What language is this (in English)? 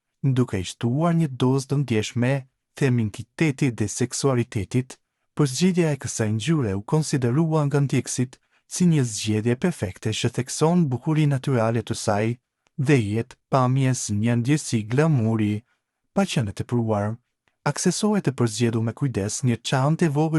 Albanian